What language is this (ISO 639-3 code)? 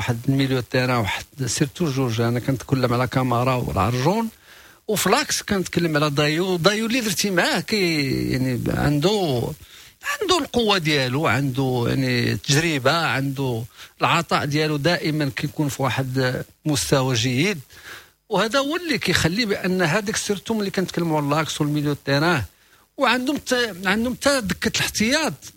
ary